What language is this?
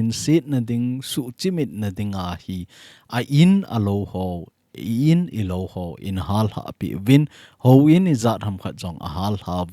Thado Chin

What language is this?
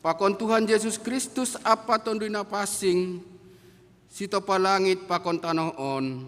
Batak Simalungun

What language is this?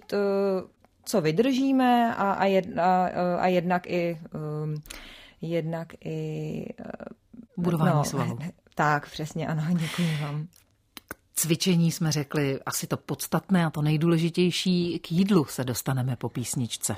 Czech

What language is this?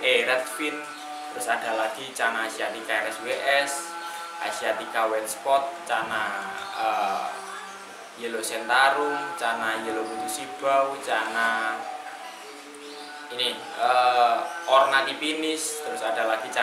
Indonesian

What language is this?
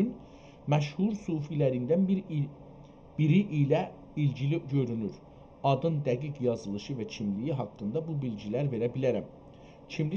South Azerbaijani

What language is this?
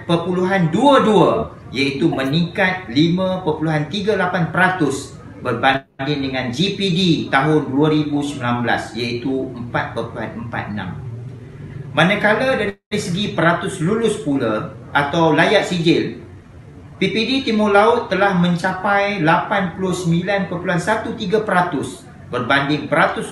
Malay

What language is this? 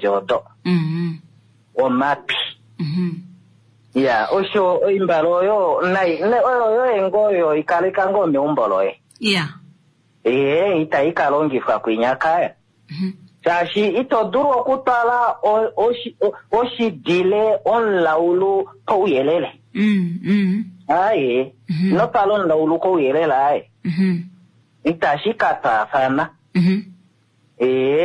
Kuanyama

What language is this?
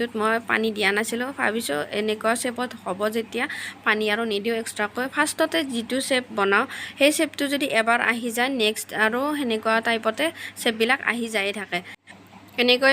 Assamese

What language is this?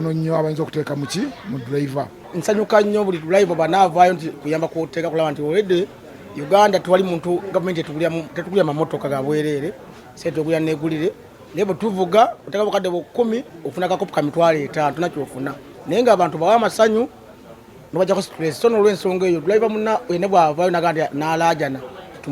Ganda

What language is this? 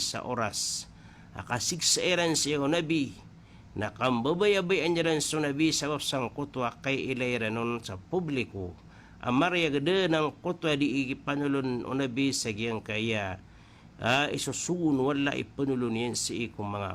Maranao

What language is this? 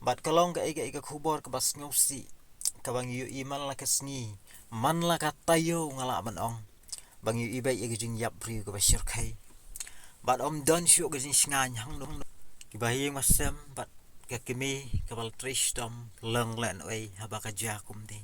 Khasi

